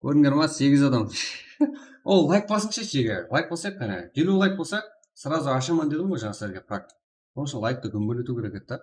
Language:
Kara-Kalpak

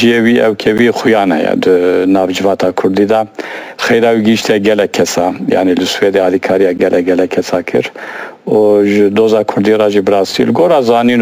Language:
Kurdish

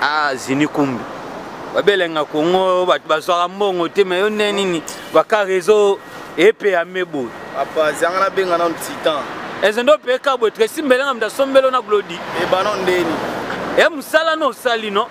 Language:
Lingala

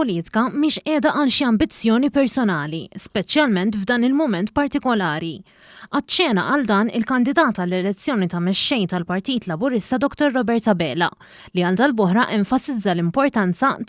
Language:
Maltese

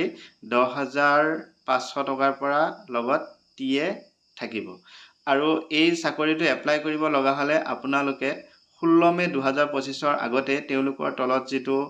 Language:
Assamese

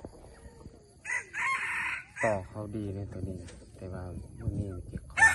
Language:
Lao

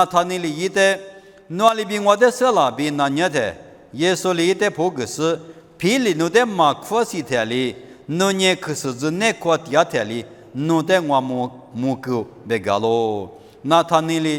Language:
Lisu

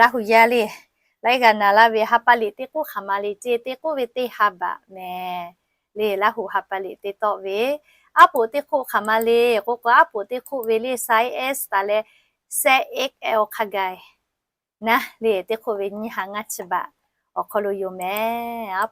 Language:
Lahu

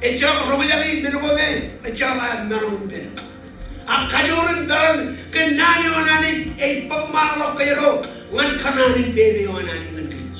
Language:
Marshallese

